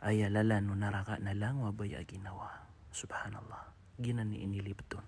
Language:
Maranao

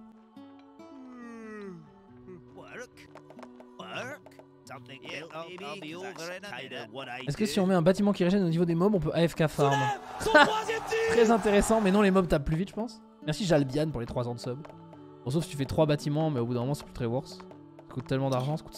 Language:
French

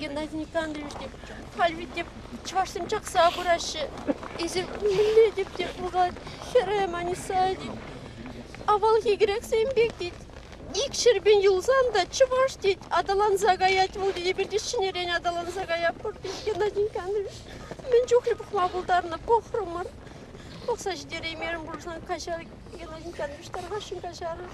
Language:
Chuvash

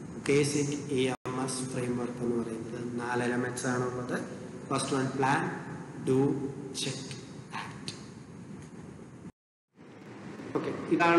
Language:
Malayalam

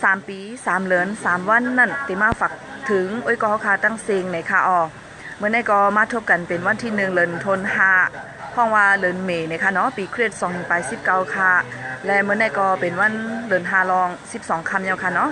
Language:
Shan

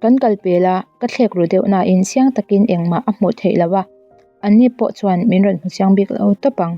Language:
Mizo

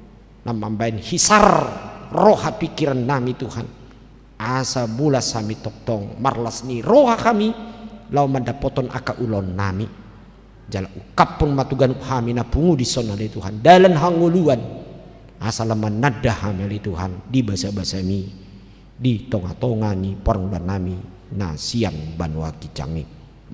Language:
Batak Toba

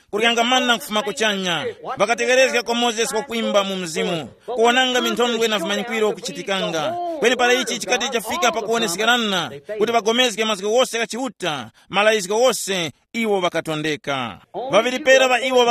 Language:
Tumbuka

